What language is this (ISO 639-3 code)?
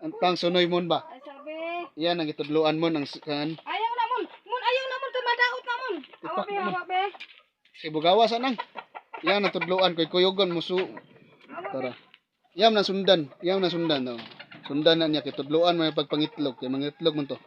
ceb